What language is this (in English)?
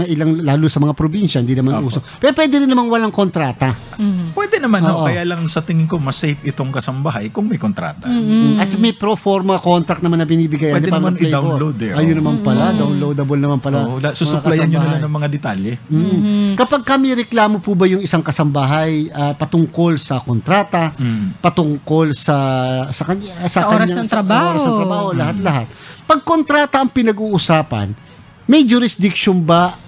Filipino